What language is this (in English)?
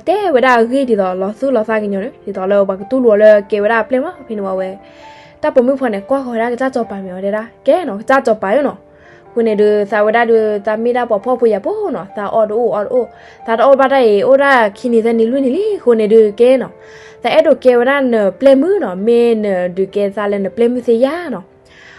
S'gaw Karen